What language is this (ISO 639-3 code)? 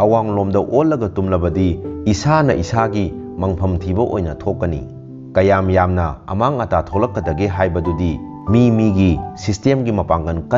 mni